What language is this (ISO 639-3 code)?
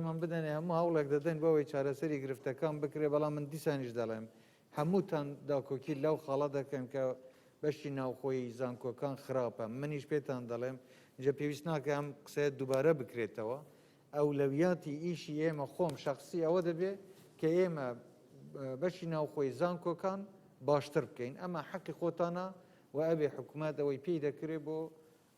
ckb